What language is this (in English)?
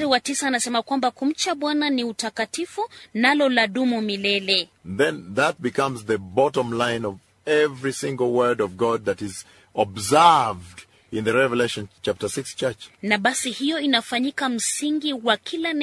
Swahili